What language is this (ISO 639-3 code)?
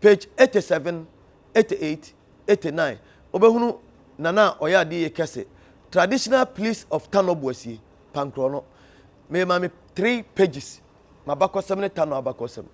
aka